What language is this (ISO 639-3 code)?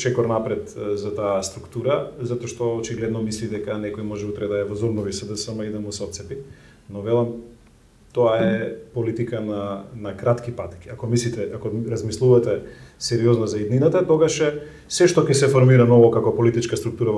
mkd